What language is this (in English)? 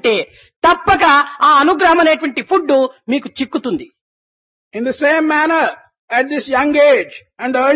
Telugu